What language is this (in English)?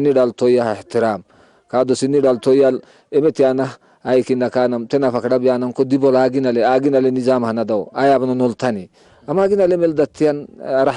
Tigre